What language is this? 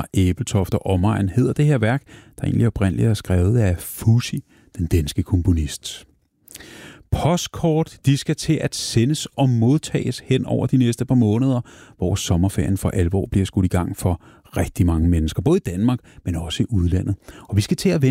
Danish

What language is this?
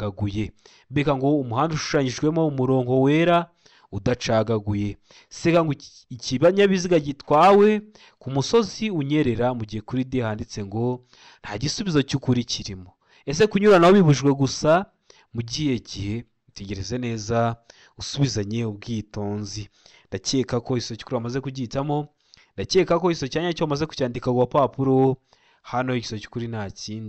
Kinyarwanda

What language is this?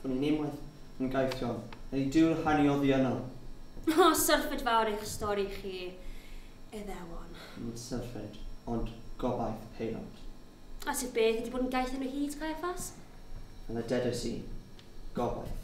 Welsh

